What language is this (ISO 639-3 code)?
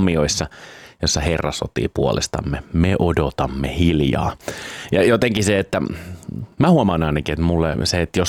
fin